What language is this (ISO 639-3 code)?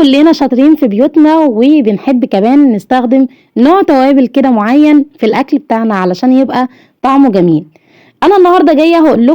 arz